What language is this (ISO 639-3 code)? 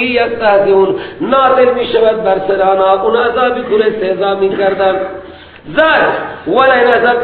fas